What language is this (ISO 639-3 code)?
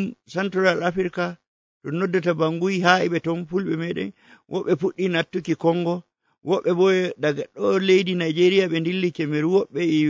fuv